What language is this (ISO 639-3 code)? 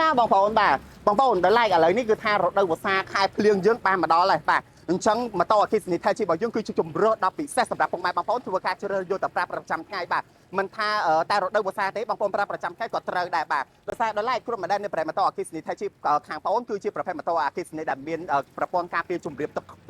khm